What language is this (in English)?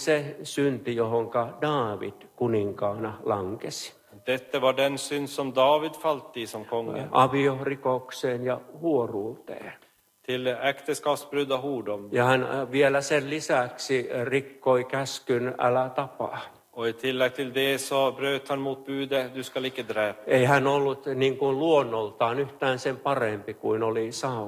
Finnish